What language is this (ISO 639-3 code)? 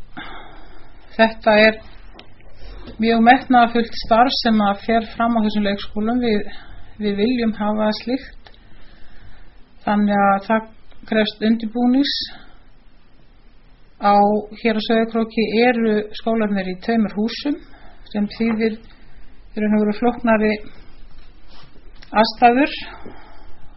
isl